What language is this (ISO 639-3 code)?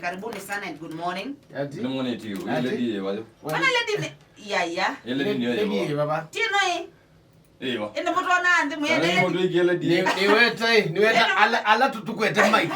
kam